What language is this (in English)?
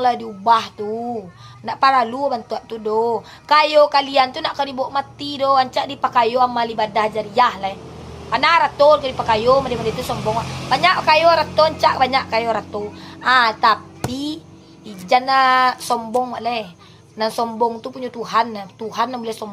Minangkabau